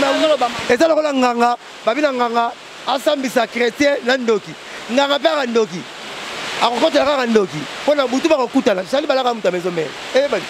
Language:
Lingala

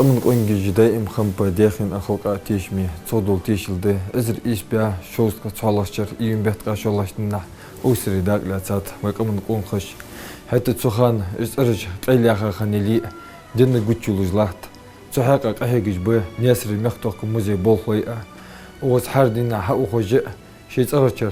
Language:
Ingush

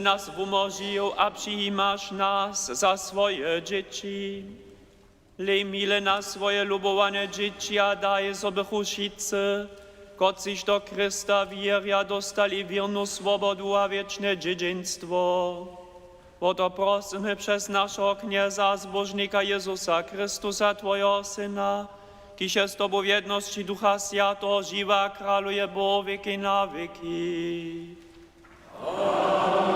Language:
Upper Sorbian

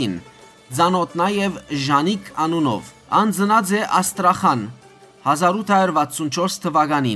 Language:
Western Armenian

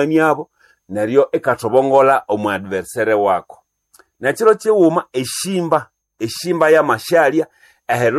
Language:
Nande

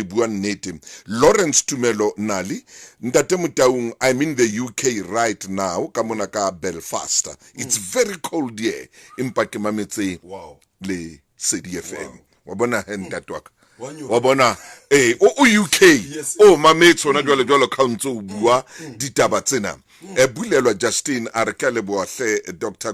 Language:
Southern Sotho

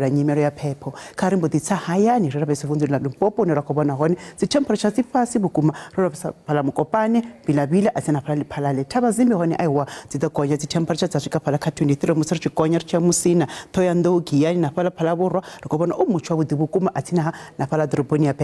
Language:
Venda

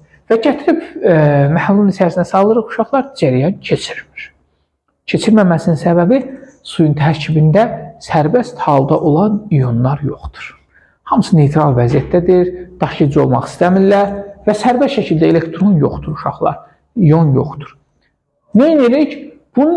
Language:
Azerbaijani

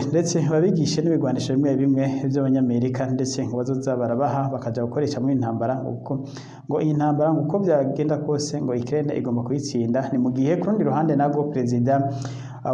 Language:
Rundi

